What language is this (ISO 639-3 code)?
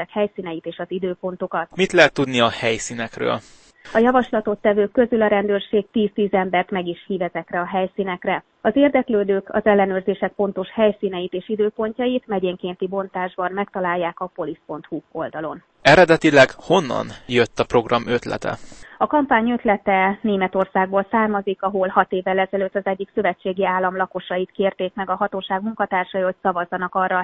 hun